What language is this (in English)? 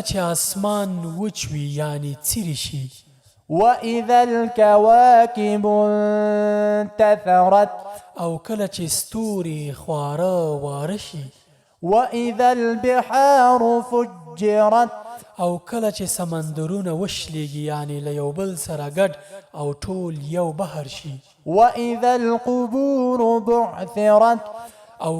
Pashto